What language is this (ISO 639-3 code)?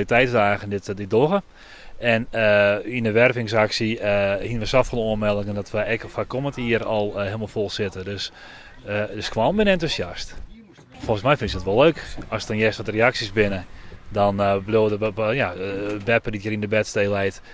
fry